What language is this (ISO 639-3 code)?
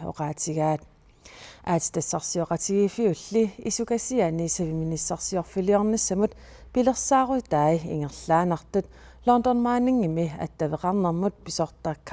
kal